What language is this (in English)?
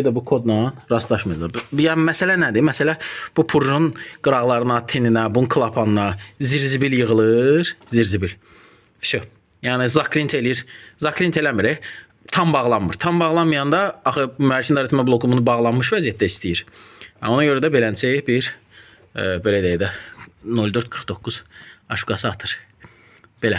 Azerbaijani